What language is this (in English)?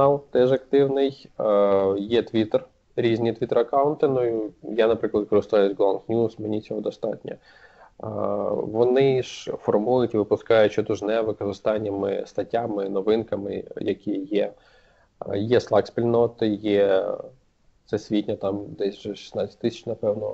Ukrainian